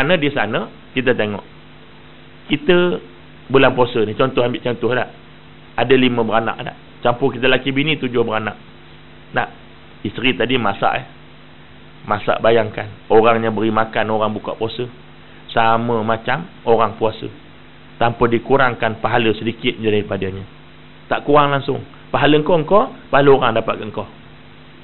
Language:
Malay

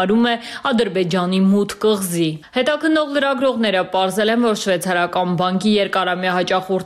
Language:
Armenian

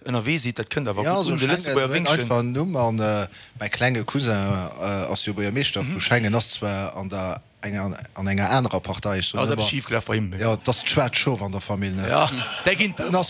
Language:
Luxembourgish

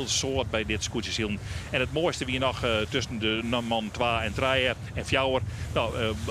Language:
Western Frisian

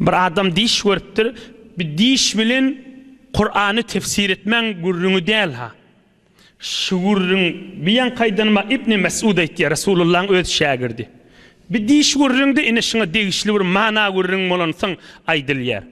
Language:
Turkmen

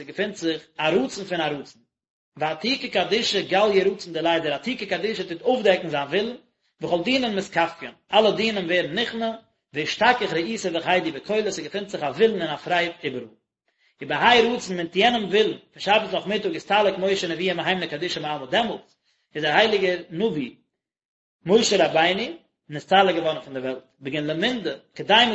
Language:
Yiddish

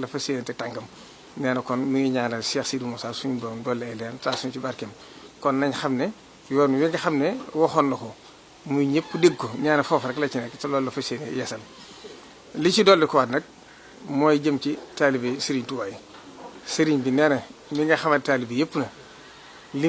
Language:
Wolof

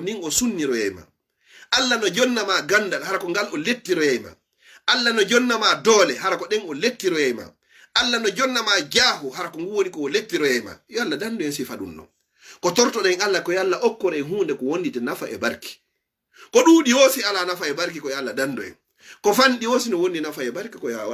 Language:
Fula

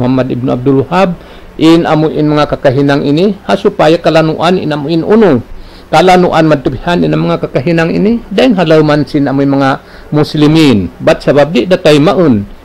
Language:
Tausug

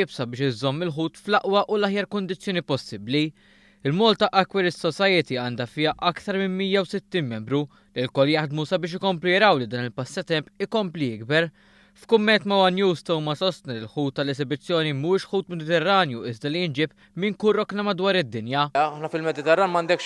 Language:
Maltese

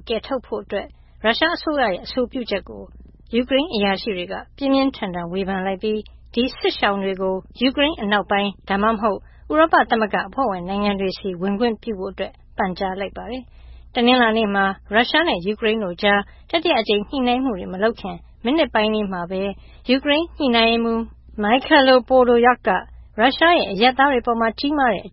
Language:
Burmese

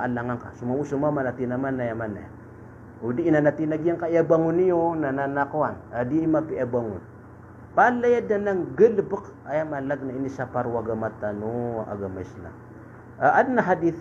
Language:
Maranao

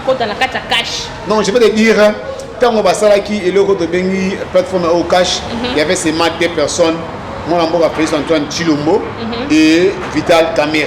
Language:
Lingala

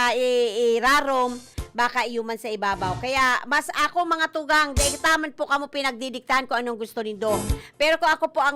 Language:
Bikol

